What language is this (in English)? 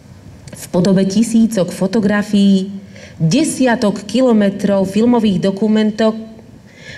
Slovak